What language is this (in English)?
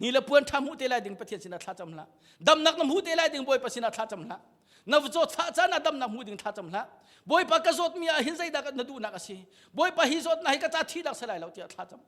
Hakha Chin